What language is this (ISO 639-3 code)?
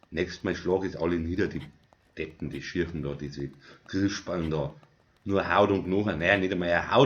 bar